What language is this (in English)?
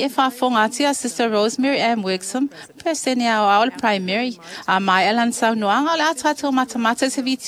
Samoan